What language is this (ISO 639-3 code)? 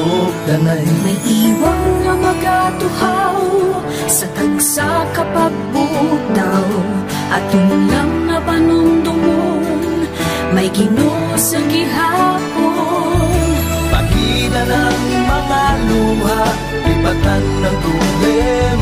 hil